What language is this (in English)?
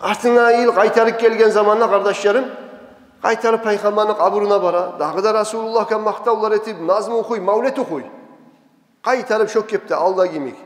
Kumyk